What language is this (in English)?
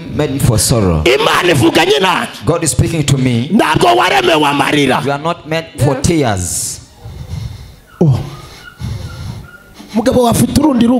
Kinyarwanda